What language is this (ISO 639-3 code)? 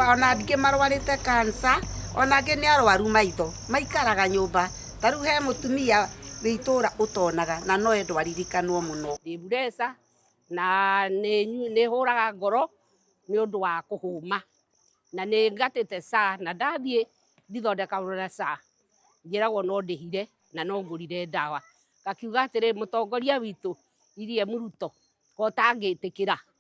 kik